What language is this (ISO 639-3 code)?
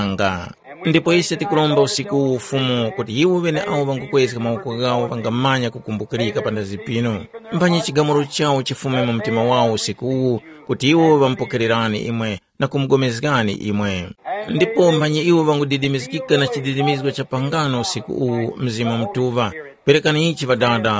tum